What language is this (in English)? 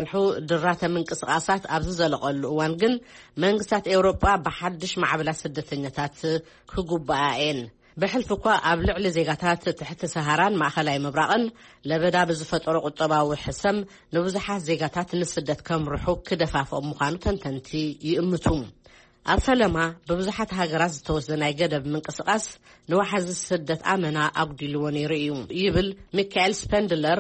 Tigrinya